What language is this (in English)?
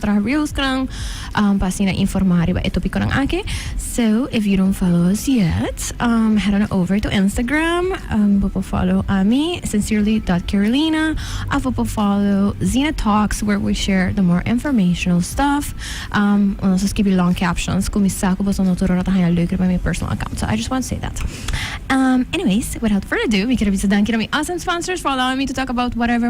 Papiamento